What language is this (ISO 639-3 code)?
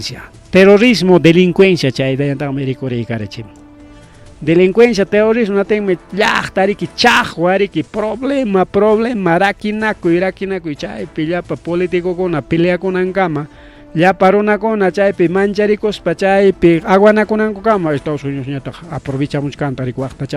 quy